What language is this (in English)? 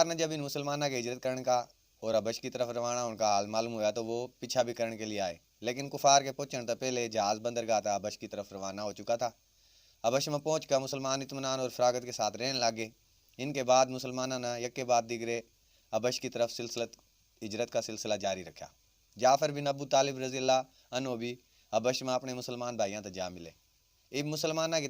Haryanvi